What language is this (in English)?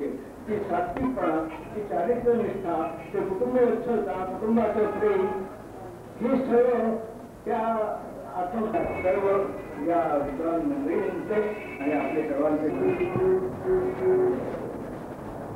Marathi